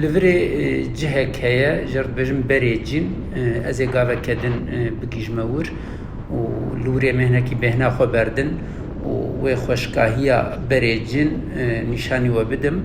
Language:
Kurdish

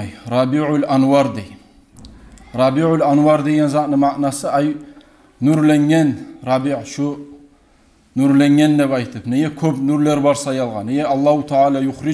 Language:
Kumyk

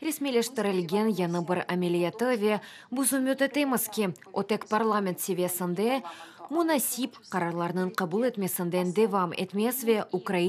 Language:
Crimean Tatar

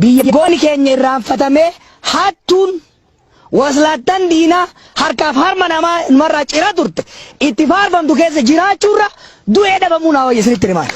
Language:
Oromo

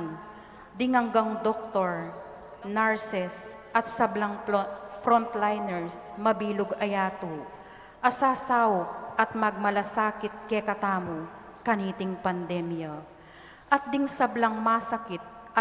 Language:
Pampanga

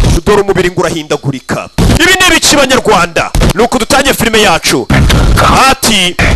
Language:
Kinyarwanda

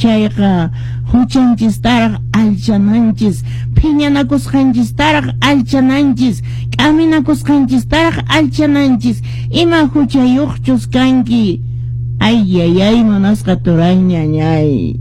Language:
Quechua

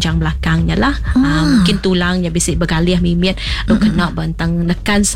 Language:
Iban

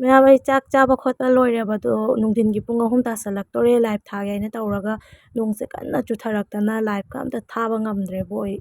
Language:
Manipuri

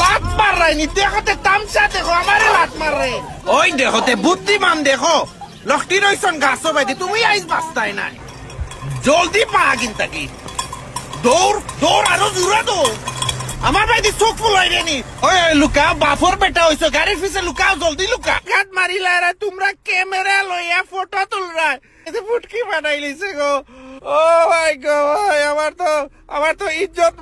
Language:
Sylheti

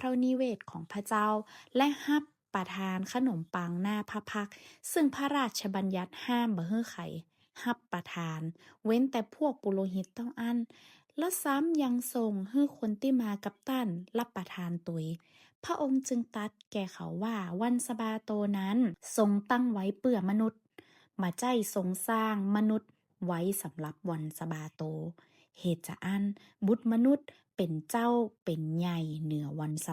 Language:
Northern Thai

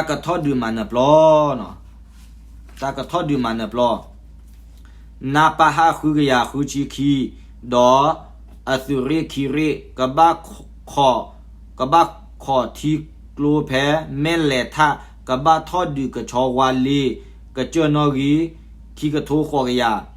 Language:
S'gaw Karen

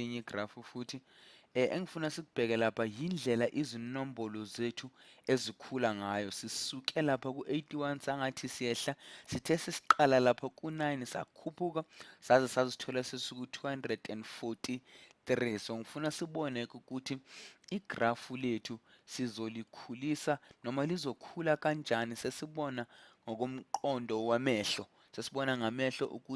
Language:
Zulu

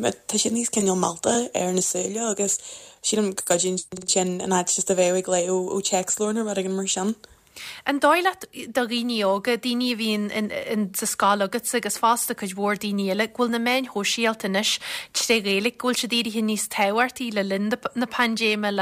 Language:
Irish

